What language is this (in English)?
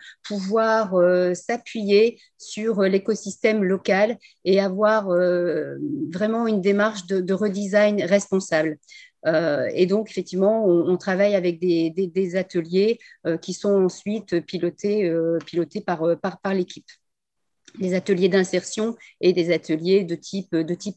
French